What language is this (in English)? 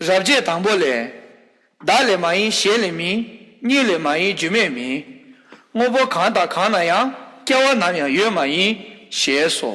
Tibetan